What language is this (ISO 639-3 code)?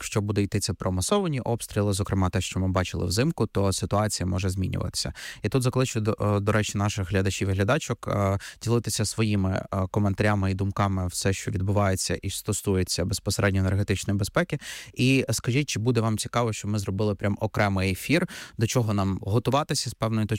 ukr